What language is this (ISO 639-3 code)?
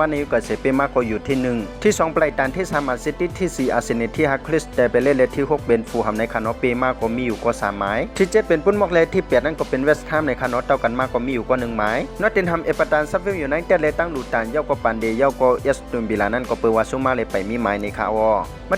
shn